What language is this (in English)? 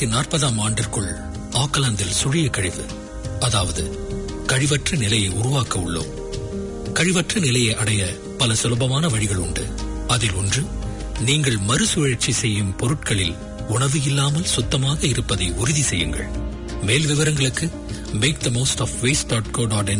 Tamil